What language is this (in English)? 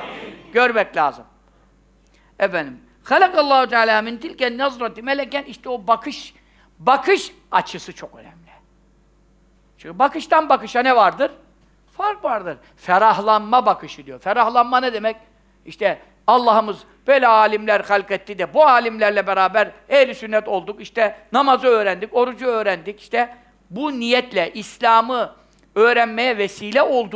Turkish